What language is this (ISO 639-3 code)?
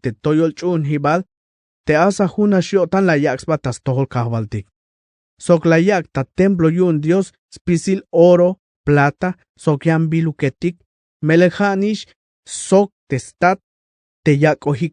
tzh